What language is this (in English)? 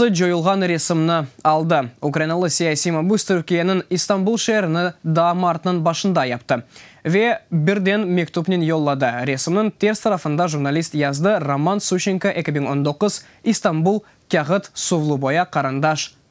Crimean Tatar